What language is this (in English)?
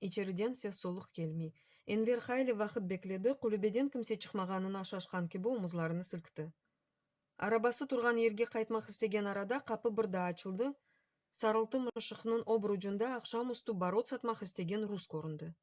Crimean Tatar